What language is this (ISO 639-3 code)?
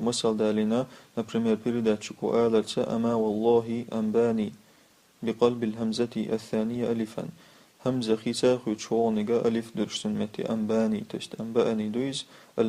che